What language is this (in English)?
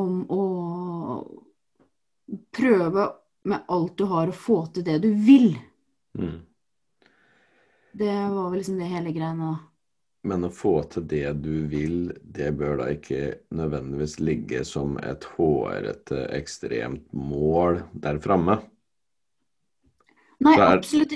Norwegian